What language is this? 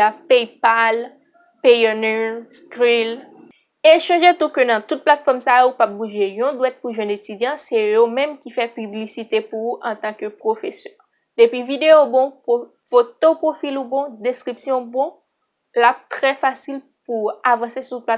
Haitian Creole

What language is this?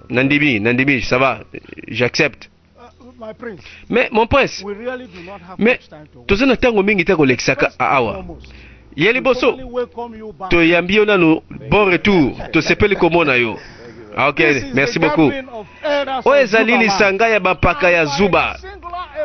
Lingala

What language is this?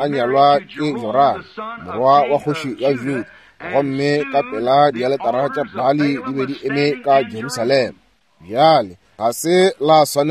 Northern Sotho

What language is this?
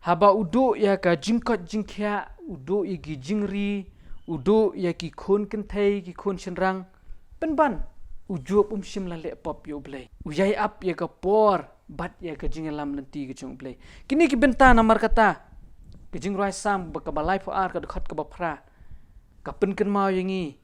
Khasi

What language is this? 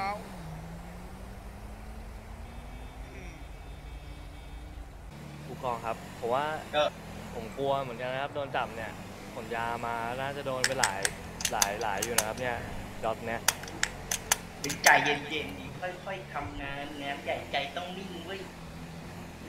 Thai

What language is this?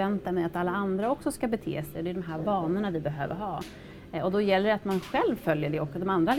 Swedish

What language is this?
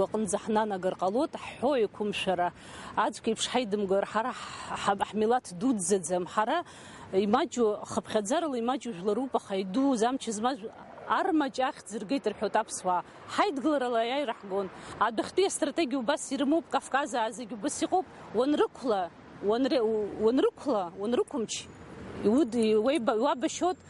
Abkhazian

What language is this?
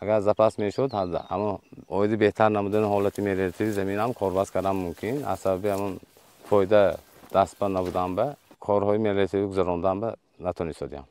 Tajik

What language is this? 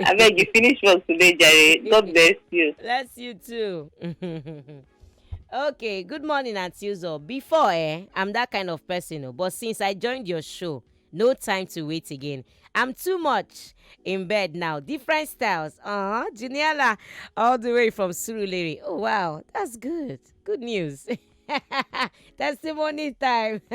Nigerian Pidgin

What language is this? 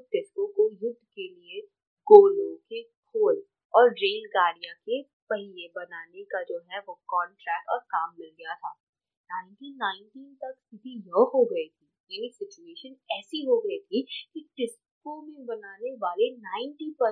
Hindi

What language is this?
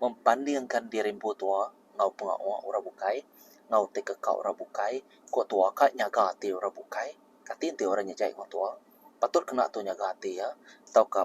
Iban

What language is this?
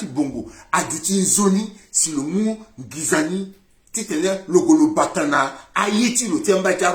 Sango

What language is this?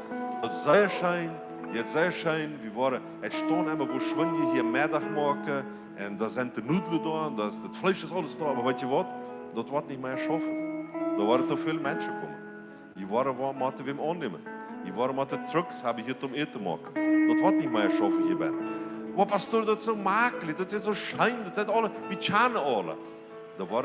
Plautdietsch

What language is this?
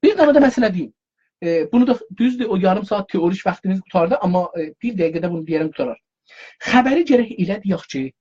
South Azerbaijani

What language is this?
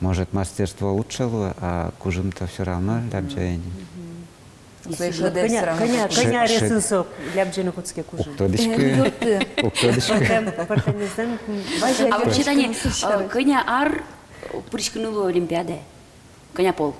Udmurt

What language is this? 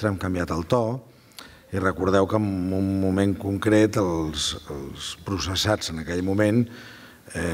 Catalan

